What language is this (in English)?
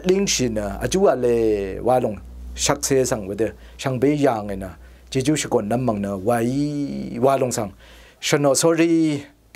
Rawang